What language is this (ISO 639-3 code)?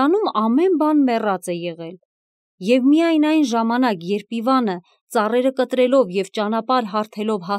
hye